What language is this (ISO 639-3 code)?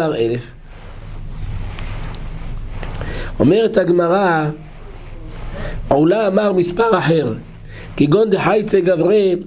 heb